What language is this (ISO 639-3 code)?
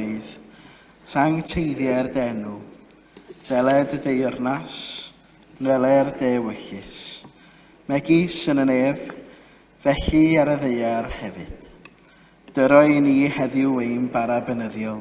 cym